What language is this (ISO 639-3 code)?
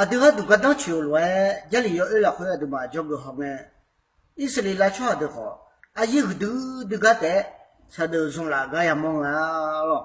ahk